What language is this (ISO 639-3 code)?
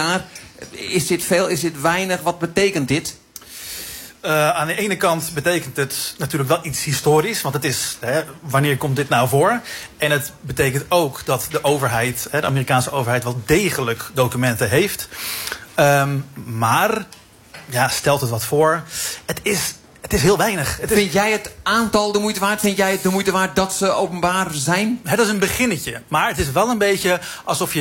nld